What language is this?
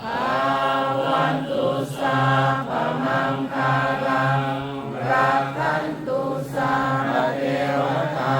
Pali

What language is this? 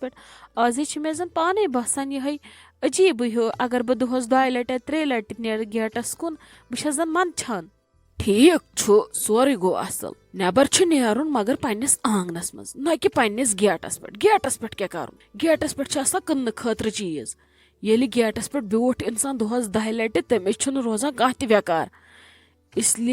Kashmiri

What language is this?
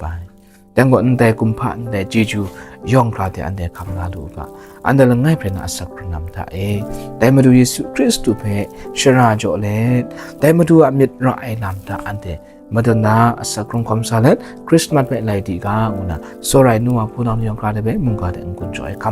Kachin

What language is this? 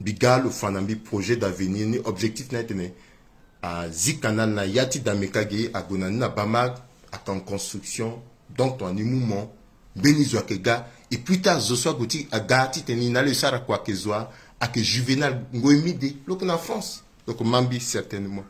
Sango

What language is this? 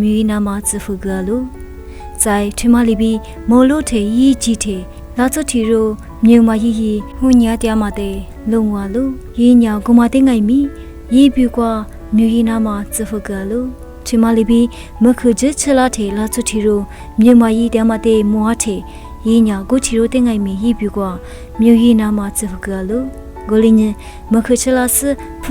Lisu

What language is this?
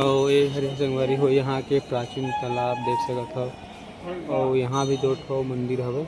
Chhattisgarhi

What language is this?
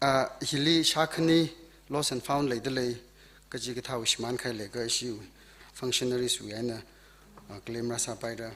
Tangkhul Naga (India)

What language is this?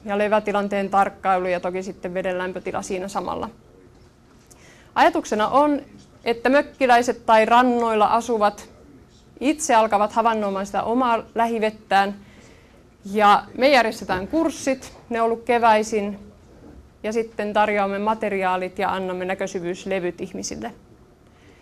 Finnish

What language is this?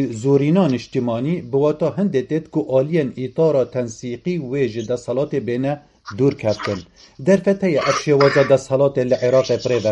Kurdish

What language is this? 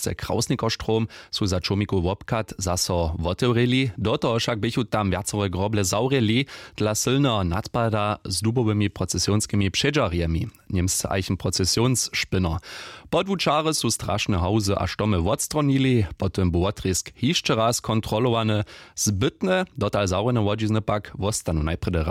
Upper Sorbian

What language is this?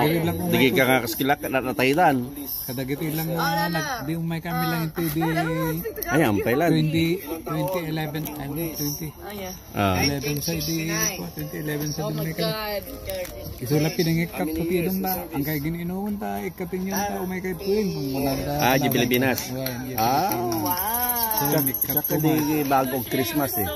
Iloko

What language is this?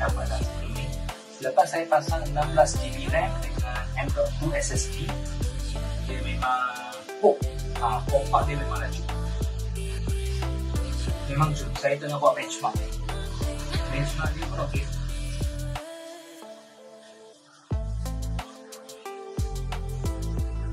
Malay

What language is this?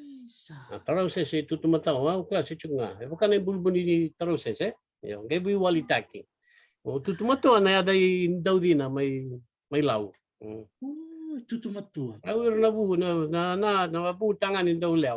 Fijian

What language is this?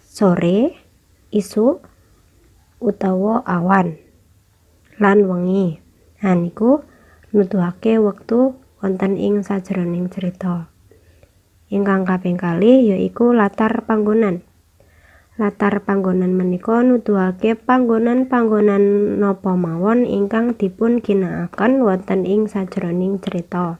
Javanese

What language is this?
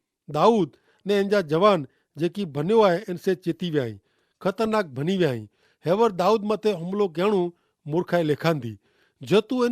Kachhi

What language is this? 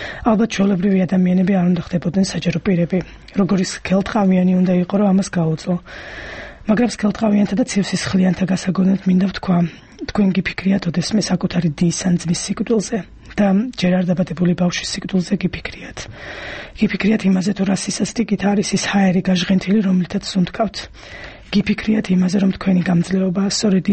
Georgian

